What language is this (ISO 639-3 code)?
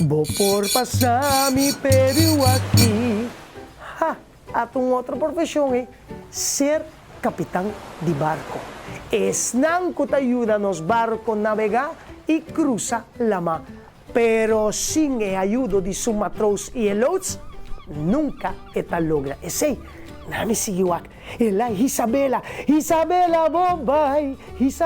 pap